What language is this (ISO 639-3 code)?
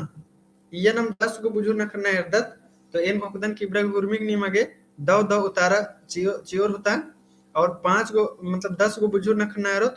kru